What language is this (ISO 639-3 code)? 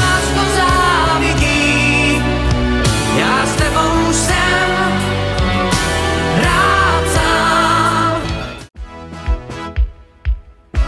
ces